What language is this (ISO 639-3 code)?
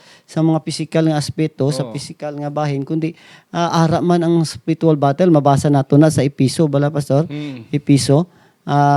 hil